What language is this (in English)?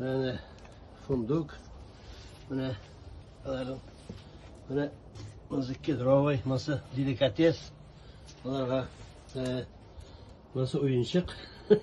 Tatar